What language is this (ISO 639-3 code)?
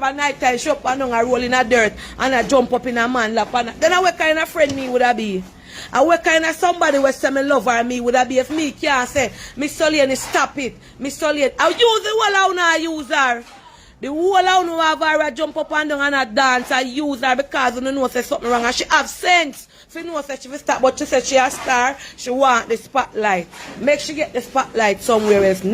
jam